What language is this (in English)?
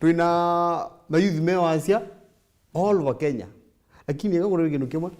Kamba